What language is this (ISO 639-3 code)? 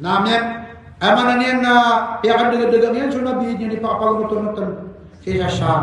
mrw